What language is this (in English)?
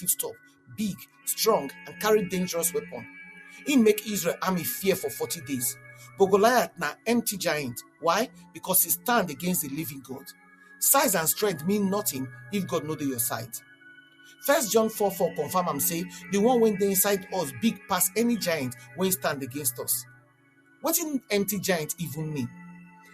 Nigerian Pidgin